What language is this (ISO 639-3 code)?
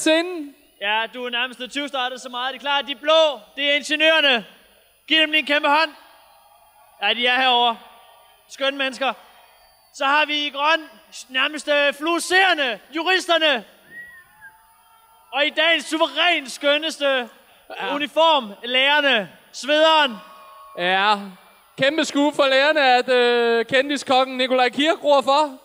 dan